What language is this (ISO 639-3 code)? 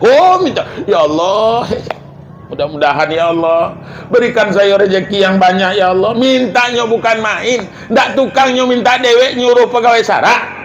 min